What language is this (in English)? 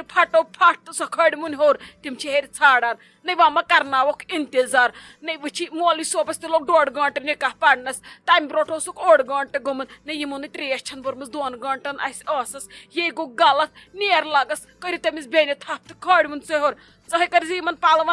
Kashmiri